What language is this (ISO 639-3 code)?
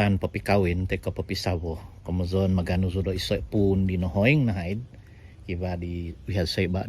dtp